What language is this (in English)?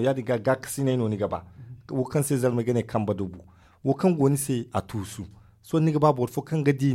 Zarma